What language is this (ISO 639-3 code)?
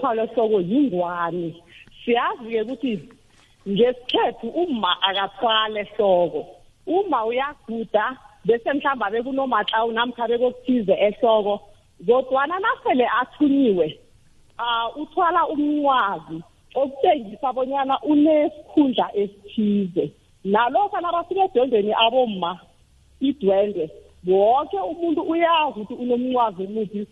nbl